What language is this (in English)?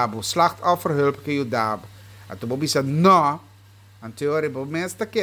Papiamento